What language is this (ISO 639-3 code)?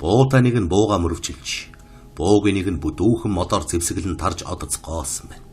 mon